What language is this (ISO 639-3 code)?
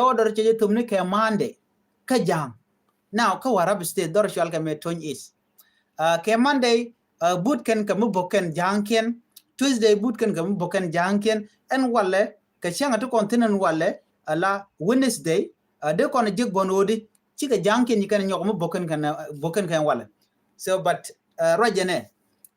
nus